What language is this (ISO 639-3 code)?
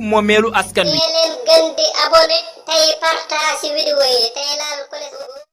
wol